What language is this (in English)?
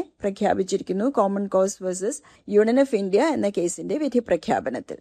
Malayalam